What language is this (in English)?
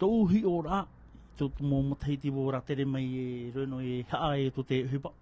Tahitian